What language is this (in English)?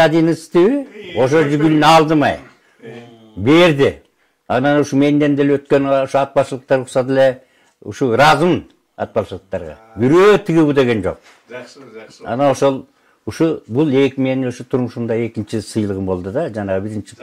Kyrgyz